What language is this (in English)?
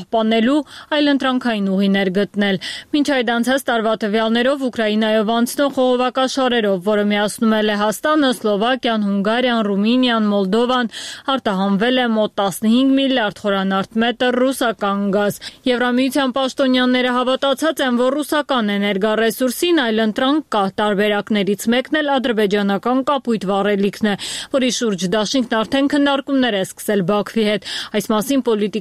Armenian